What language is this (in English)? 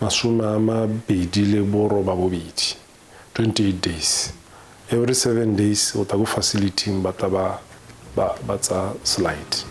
Tswana